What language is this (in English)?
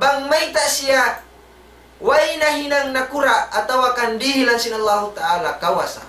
Tausug